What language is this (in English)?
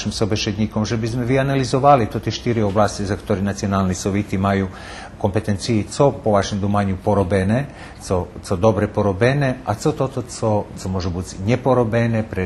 Rusyn